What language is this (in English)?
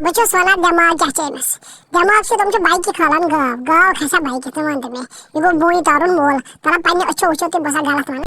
Kashmiri